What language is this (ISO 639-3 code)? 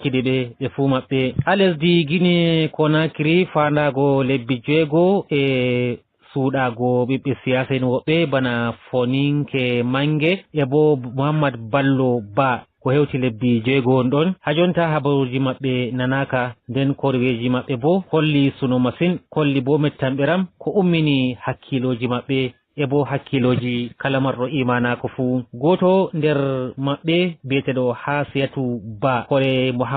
ful